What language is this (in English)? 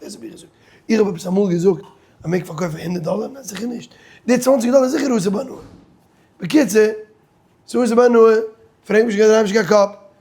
Yiddish